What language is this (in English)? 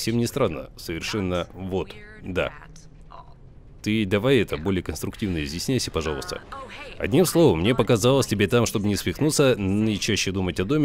Russian